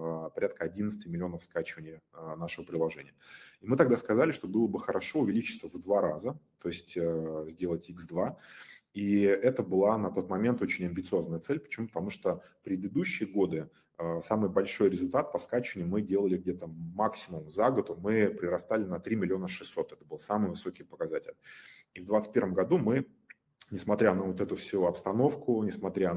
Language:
Russian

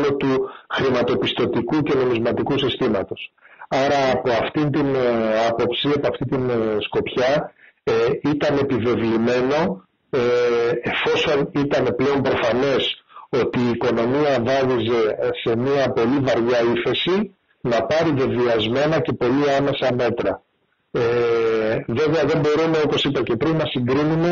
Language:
Greek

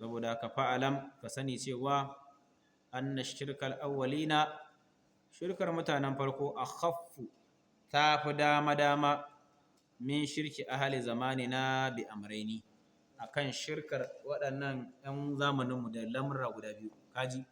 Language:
Hausa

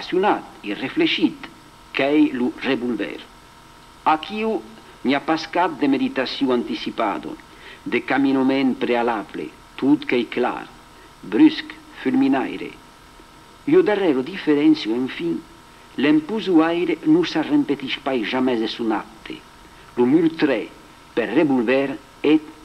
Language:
Occitan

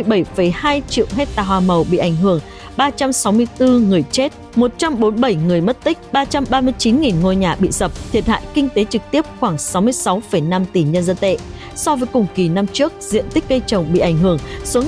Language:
Vietnamese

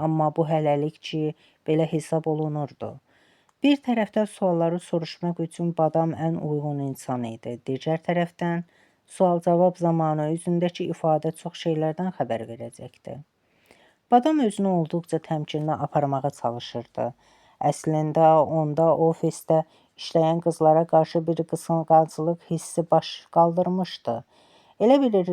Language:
Azerbaijani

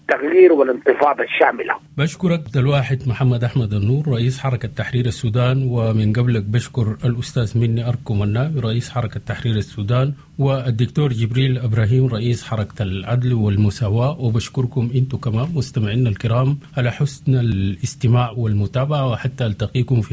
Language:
Sudanese Arabic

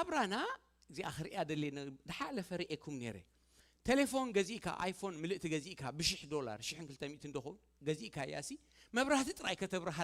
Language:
Tigrinya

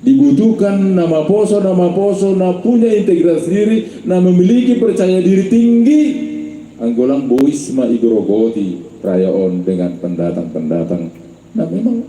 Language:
Batak Simalungun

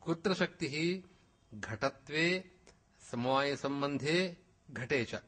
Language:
Sanskrit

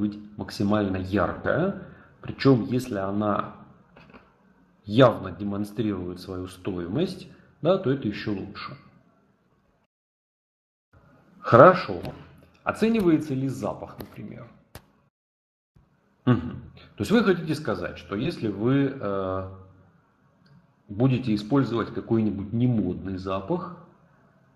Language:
Russian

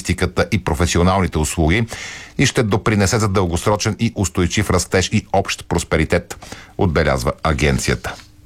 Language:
Bulgarian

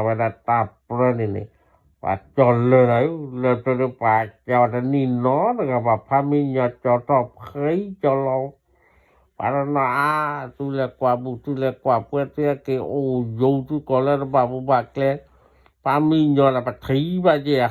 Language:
S'gaw Karen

